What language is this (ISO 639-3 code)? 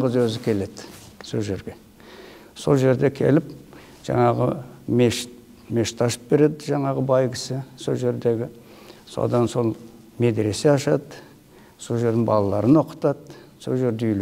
kaz